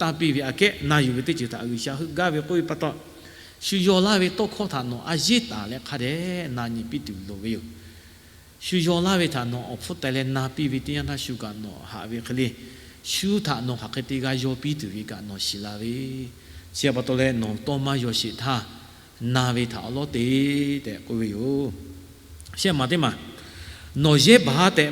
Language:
Lahu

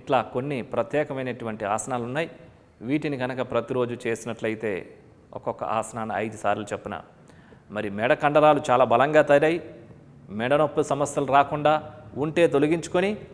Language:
Telugu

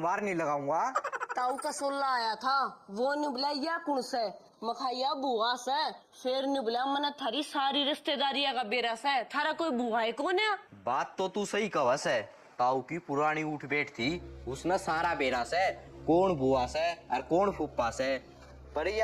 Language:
Haryanvi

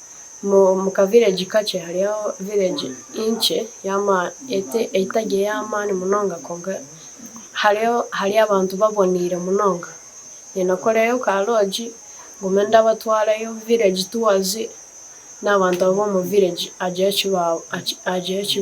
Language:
Nyankole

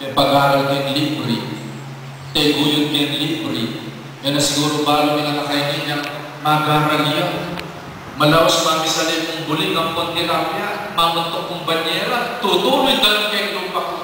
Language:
Pampanga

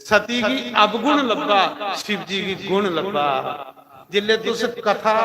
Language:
Dogri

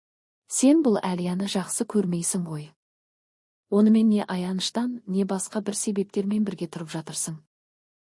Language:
Kazakh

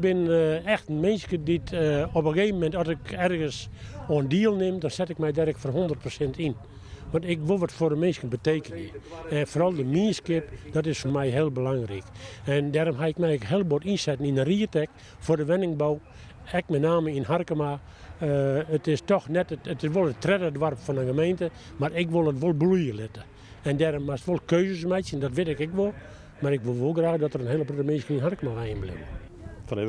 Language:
Western Frisian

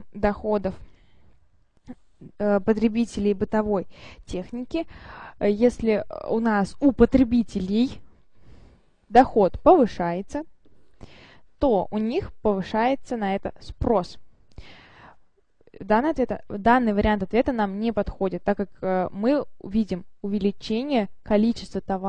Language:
Russian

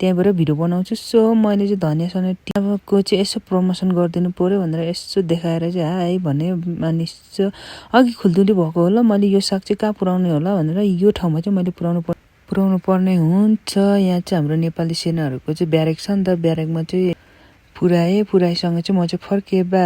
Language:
Nepali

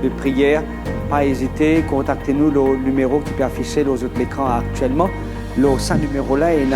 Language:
Morisyen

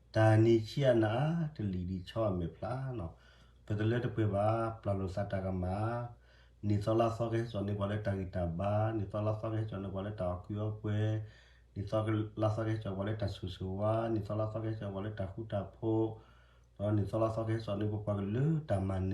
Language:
S'gaw Karen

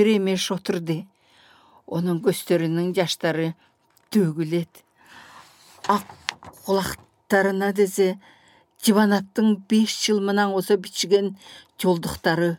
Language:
Southern Altai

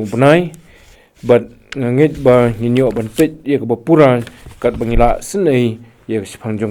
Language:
Khasi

